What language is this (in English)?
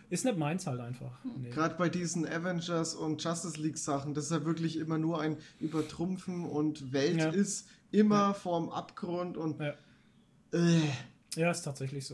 German